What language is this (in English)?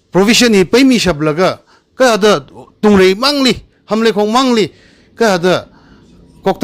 Tangkhul Naga (India)